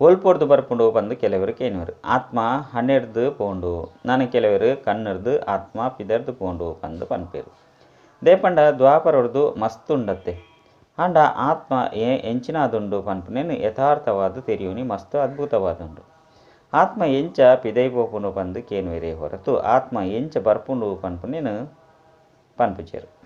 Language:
Tulu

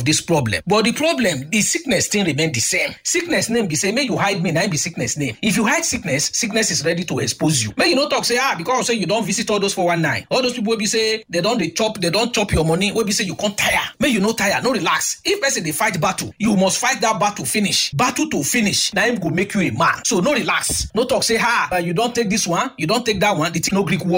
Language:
Nigerian Pidgin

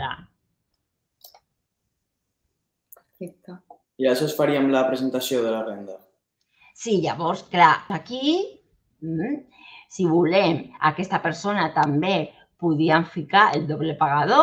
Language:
Catalan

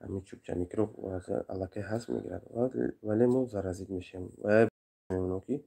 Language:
Tajik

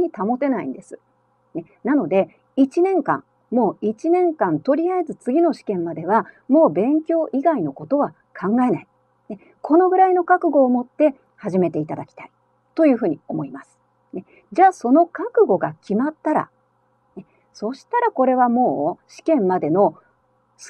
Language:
Japanese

